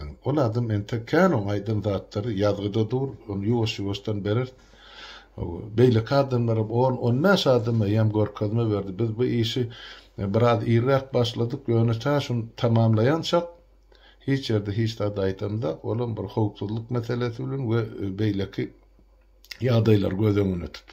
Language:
Turkmen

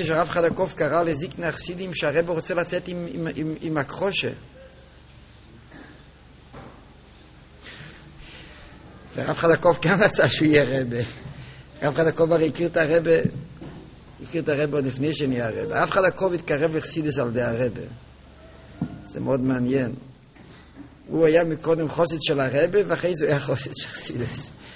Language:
Hebrew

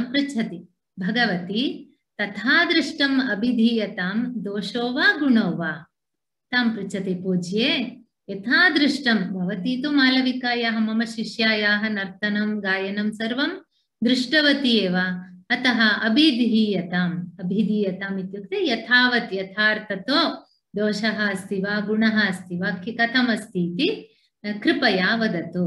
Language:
Sanskrit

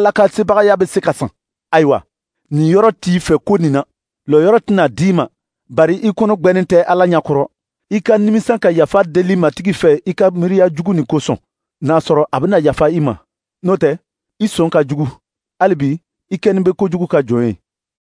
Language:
Dyula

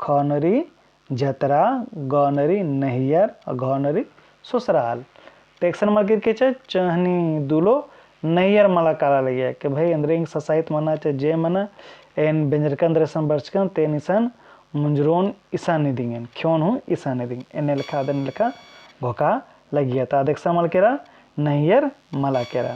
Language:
Kurukh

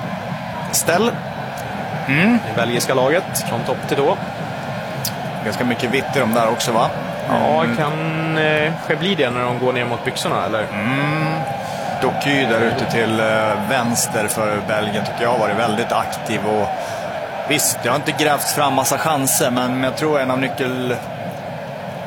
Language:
Swedish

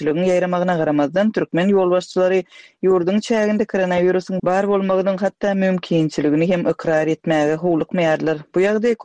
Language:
Turkmen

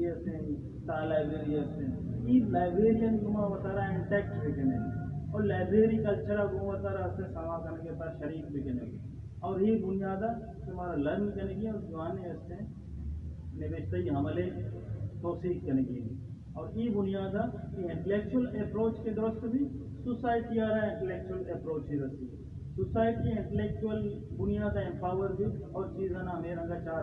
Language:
Baluchi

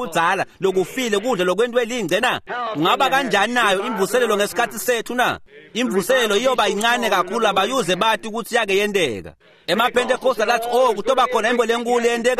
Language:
Swati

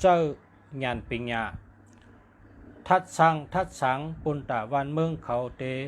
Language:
Shan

